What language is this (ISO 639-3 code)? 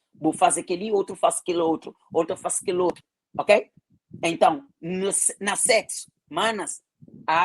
kea